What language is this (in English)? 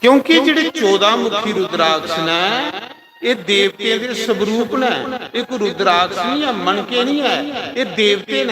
Dogri